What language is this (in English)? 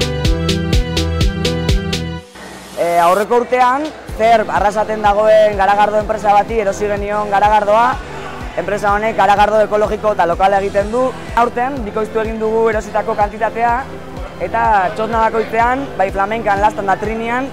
Basque